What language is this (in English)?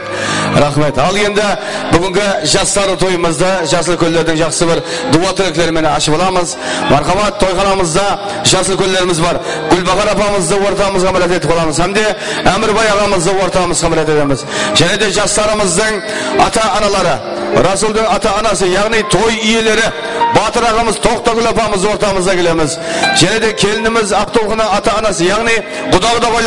Kara-Kalpak